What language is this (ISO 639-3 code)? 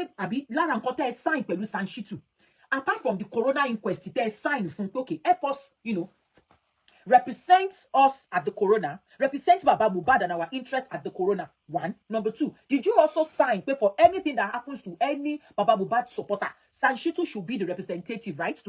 yor